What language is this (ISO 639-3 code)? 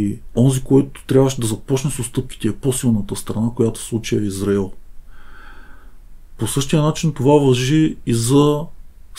bul